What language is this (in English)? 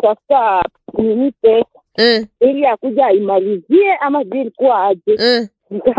Swahili